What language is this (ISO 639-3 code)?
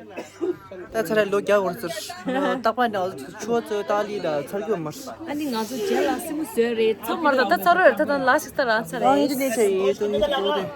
bod